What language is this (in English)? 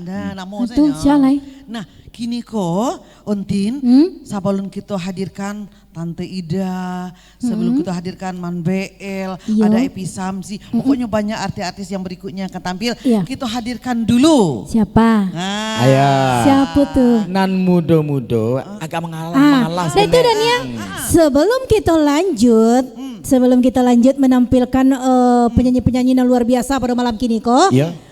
Minangkabau